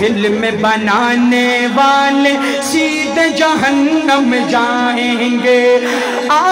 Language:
Urdu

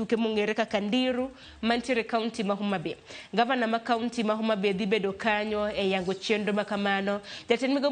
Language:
Luo (Kenya and Tanzania)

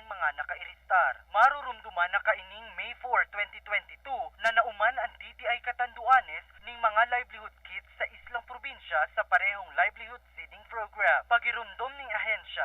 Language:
Bikol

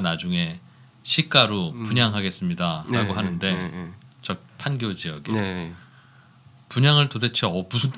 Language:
Korean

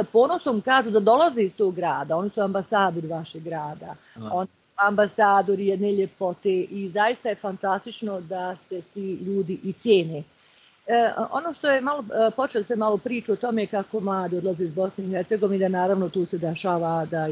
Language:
Bosnian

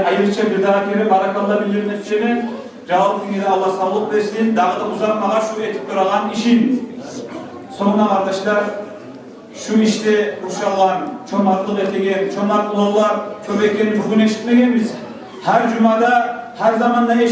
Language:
Kumyk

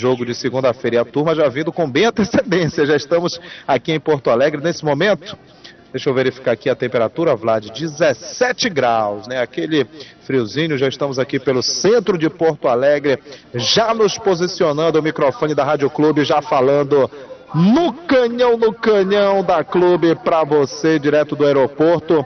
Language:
Portuguese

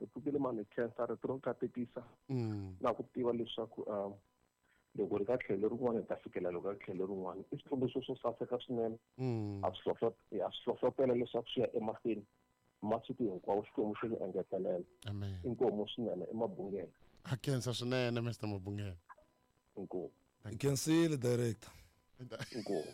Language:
Tsonga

